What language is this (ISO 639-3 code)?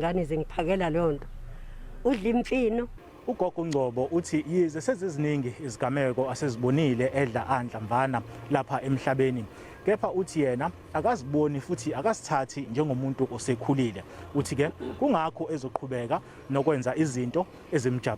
zul